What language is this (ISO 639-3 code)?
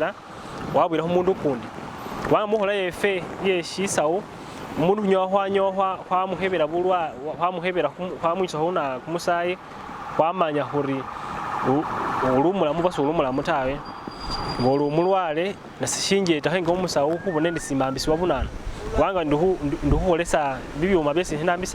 myx